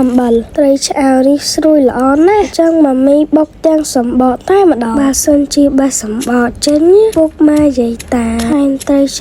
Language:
Khmer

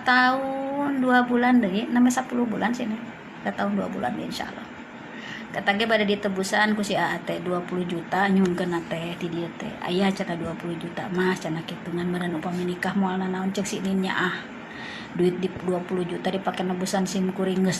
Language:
Sundanese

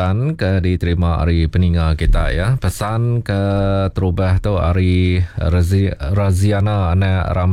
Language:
Iban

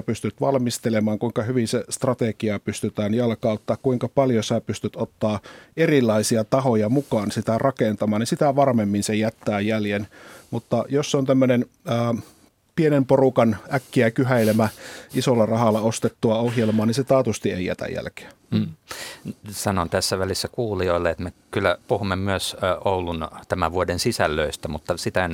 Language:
Finnish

